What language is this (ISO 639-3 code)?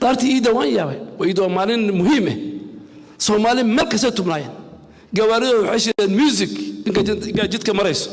som